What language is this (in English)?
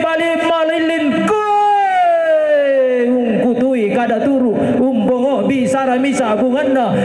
Toraja-Sa'dan